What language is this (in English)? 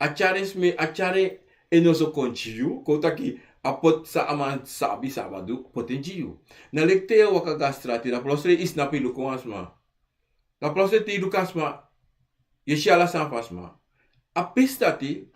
Sranan Tongo